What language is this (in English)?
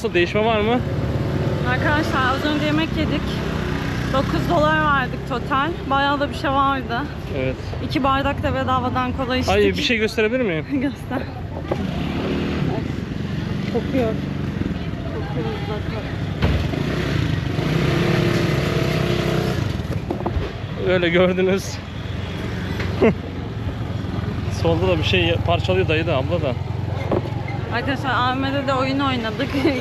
Turkish